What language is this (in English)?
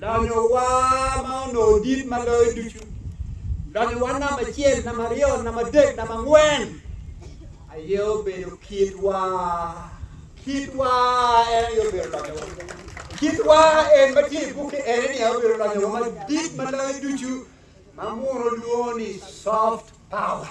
Acoli